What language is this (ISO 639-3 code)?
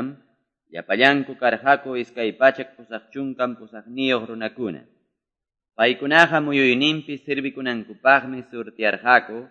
que